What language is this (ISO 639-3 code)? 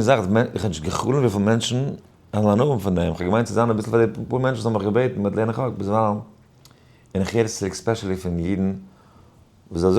yid